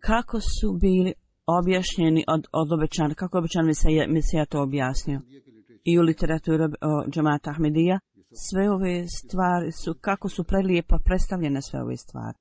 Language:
Bosnian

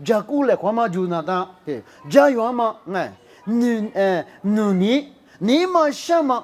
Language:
Lisu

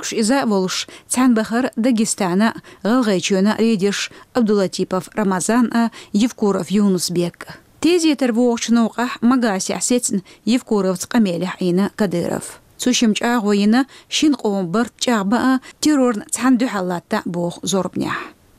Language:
Chechen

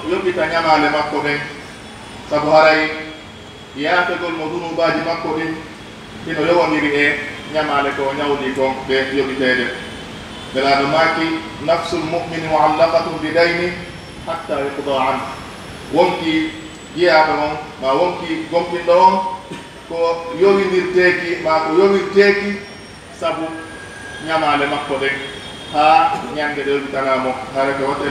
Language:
Pular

